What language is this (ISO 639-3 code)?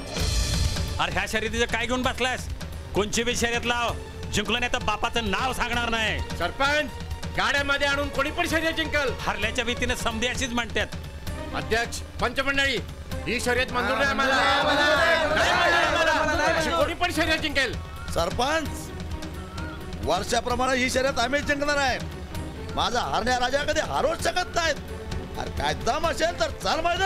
mar